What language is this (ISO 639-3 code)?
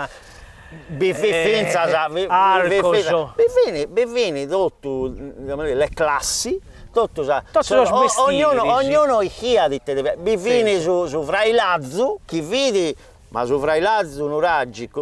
srd